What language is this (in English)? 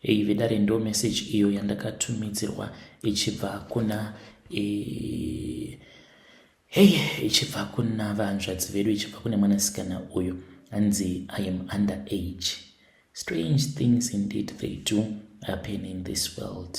Shona